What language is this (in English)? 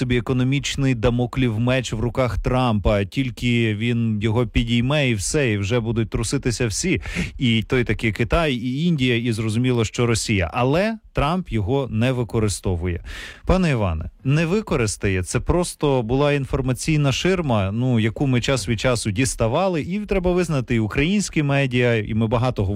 Ukrainian